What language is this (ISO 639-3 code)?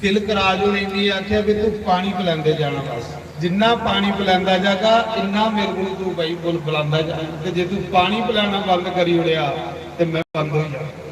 doi